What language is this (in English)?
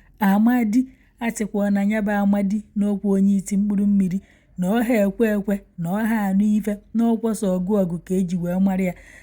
Igbo